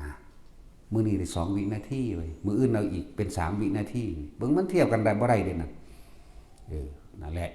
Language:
Northeastern Thai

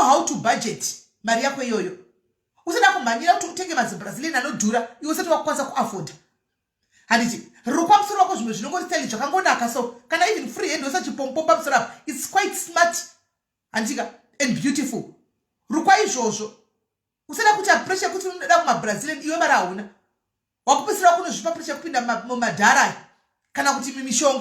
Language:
Shona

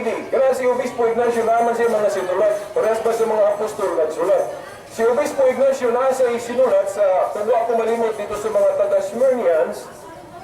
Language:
Cebuano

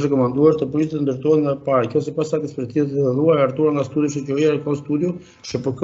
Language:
Albanian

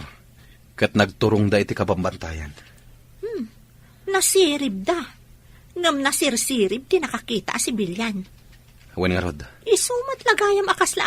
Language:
Iloko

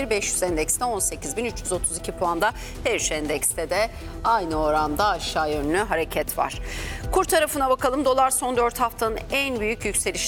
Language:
Turkish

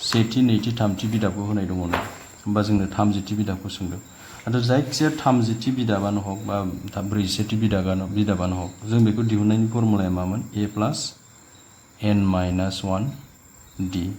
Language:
Bodo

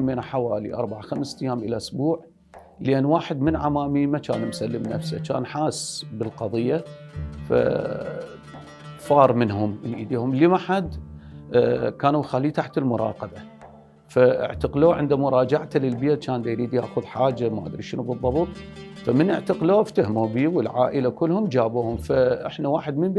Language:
Mesopotamian Arabic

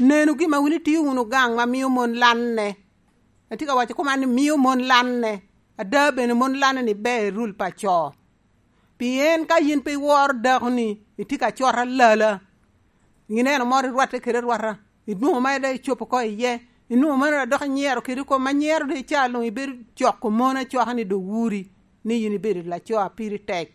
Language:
Lango (Uganda)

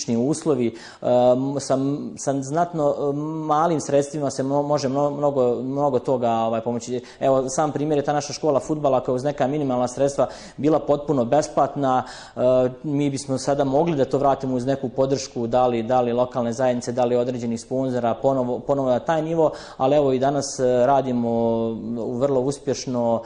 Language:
Bosnian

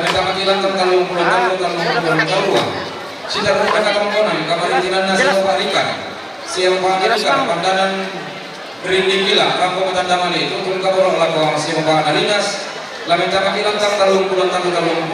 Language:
Toraja-Sa'dan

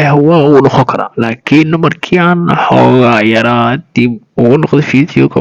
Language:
Somali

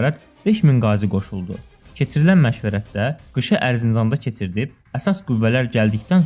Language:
Azerbaijani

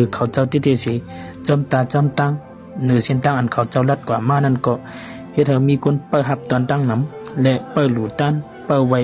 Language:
Shan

